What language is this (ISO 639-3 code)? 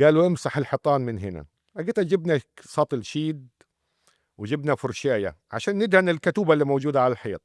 apc